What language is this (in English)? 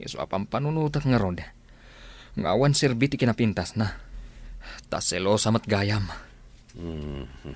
Iloko